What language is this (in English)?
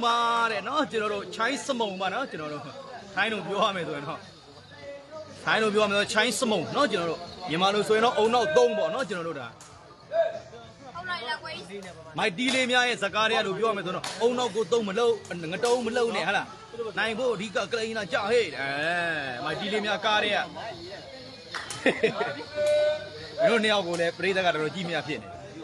Burmese